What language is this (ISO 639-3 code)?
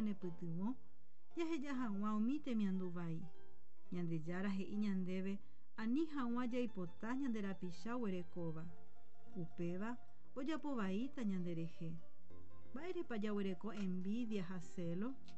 grn